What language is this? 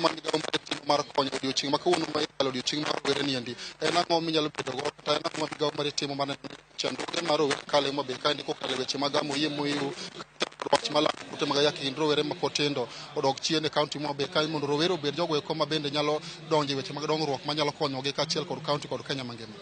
Luo (Kenya and Tanzania)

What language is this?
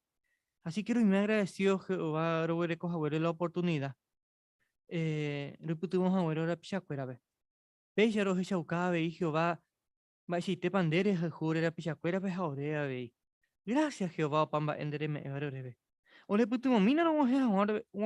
Guarani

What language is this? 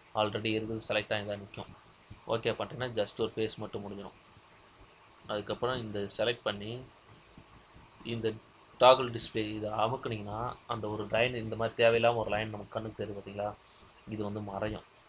Tamil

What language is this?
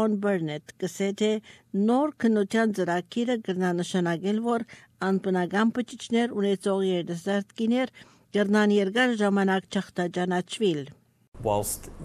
Armenian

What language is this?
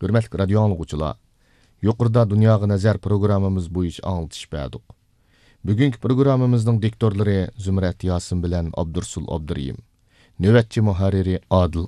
Uyghur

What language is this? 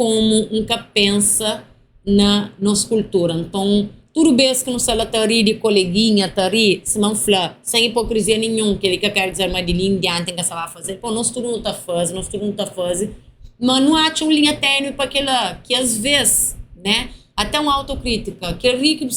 Kabuverdianu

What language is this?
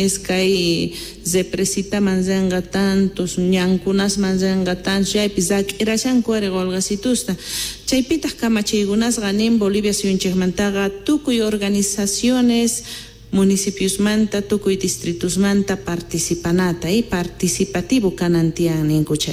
Quechua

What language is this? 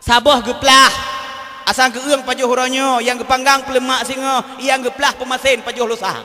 Achinese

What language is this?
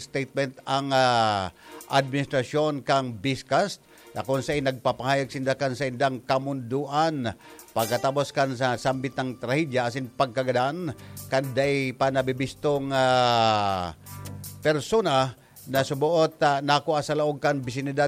Bikol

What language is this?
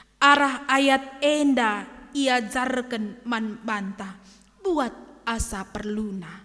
Batak Karo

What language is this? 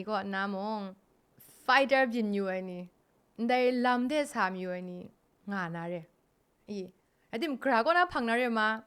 Kachin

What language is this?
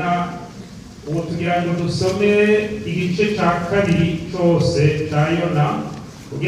Rundi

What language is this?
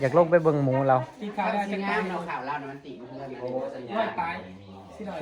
Northeastern Thai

